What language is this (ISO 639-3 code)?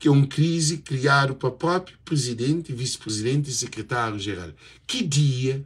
kea